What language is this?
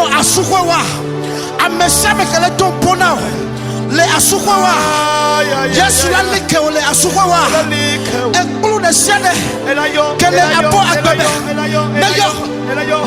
Ewe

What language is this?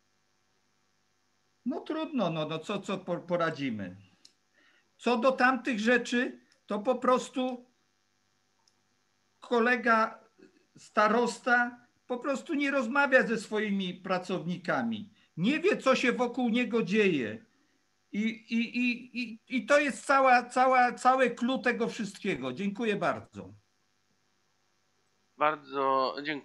Polish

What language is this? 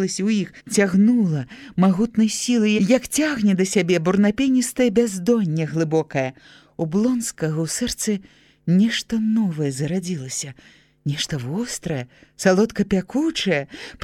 Belarusian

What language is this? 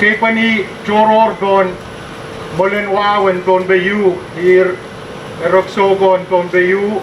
Pohnpeian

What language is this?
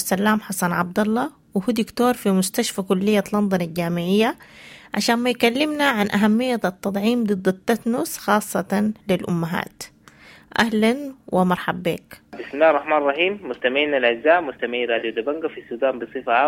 Sudanese Arabic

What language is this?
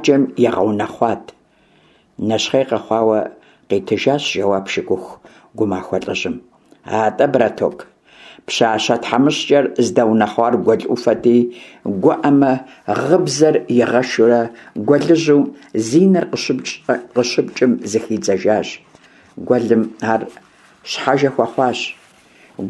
Kabardian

